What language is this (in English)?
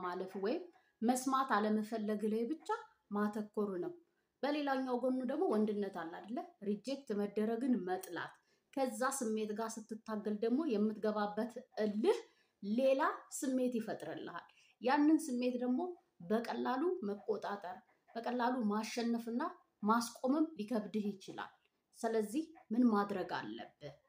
Amharic